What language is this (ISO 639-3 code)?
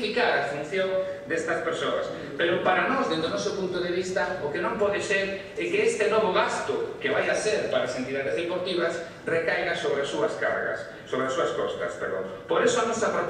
glg